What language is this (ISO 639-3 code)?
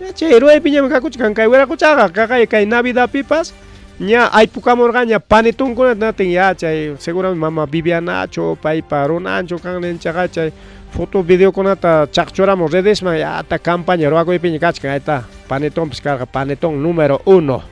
quy